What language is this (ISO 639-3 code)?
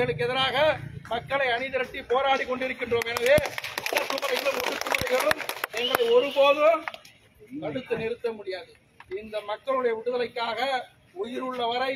tam